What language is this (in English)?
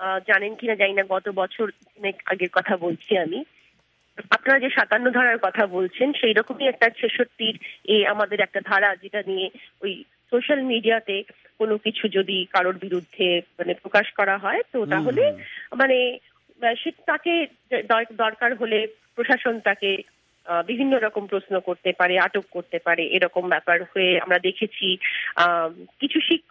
Bangla